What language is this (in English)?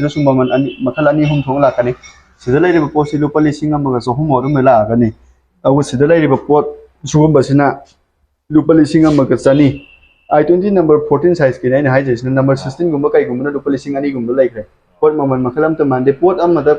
Manipuri